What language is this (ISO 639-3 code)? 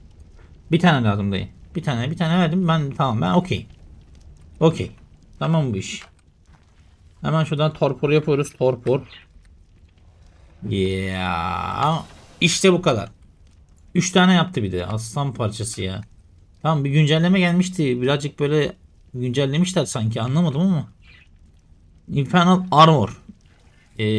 tur